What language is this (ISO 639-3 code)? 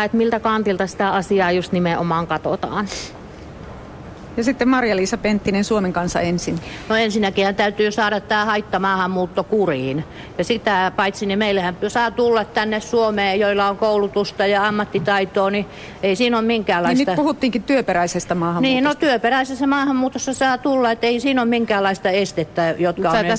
fin